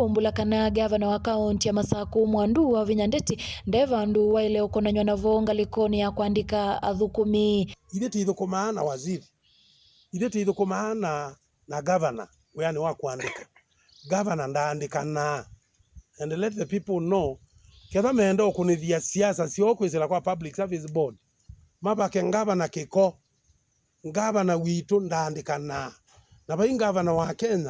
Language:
Kamba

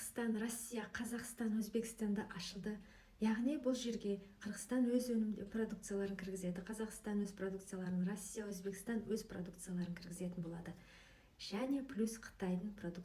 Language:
Kazakh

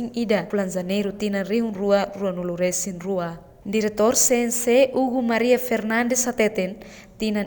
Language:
Tetum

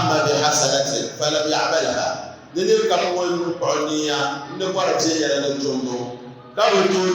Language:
Dagbani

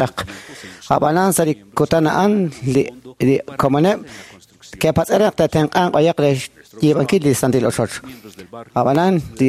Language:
Kekchí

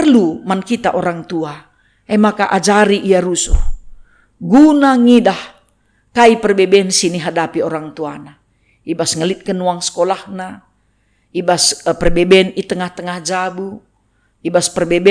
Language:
Batak Karo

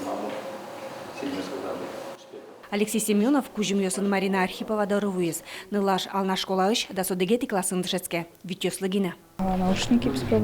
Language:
Udmurt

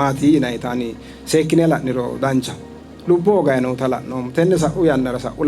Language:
Sidamo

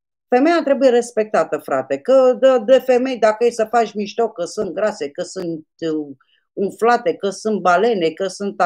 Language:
Romanian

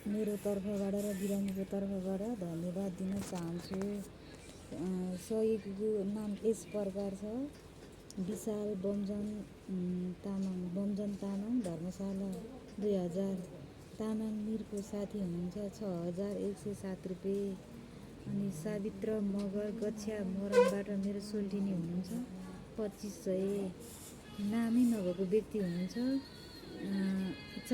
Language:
Nepali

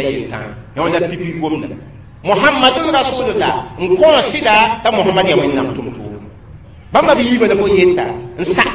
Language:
Mossi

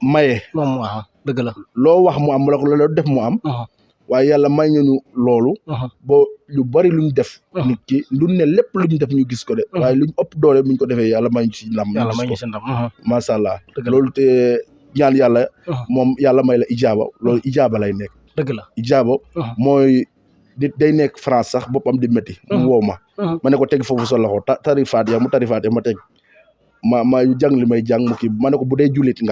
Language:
Wolof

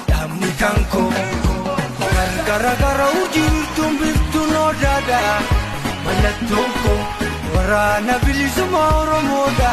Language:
Oromo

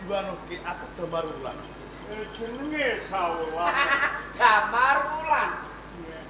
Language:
Javanese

